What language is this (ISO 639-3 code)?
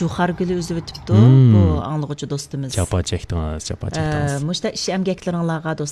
uig